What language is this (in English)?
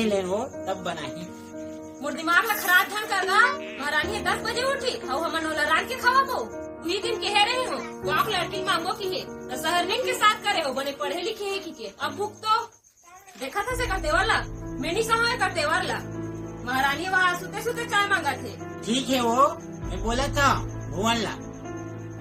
Chhattisgarhi